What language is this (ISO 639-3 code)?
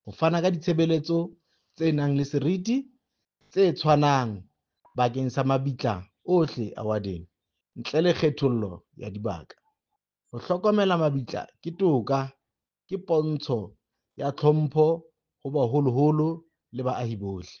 sot